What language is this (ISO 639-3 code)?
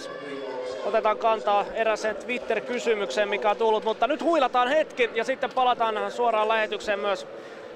fin